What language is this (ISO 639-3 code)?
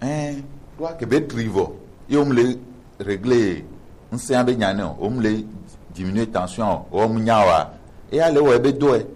gej